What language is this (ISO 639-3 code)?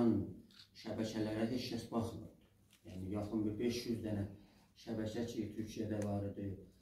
azb